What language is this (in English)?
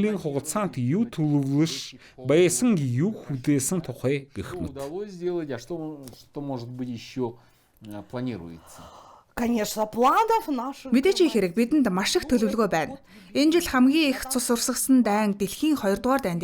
Mongolian